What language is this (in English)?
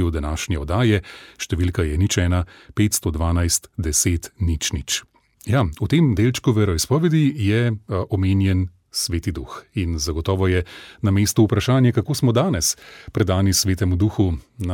Slovenian